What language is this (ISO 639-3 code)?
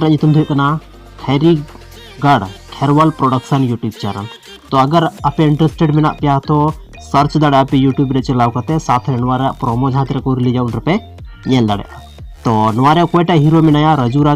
sat